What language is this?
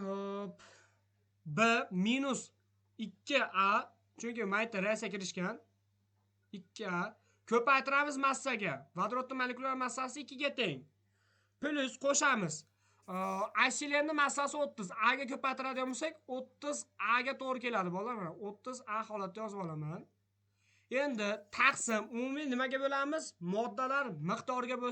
Uzbek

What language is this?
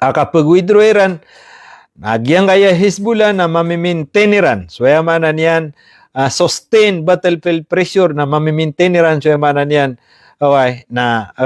Maranao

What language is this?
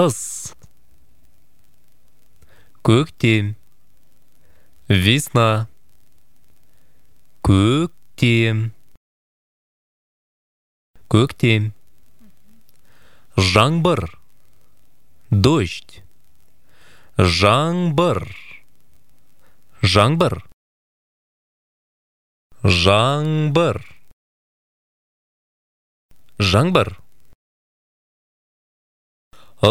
Kazakh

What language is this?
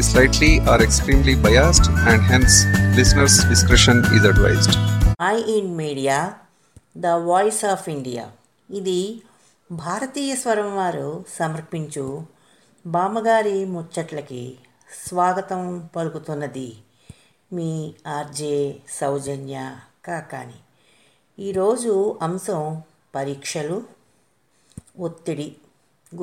Telugu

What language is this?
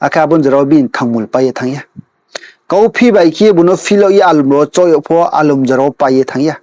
Riang (India)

